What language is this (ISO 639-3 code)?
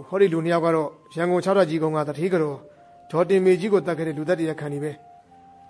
mya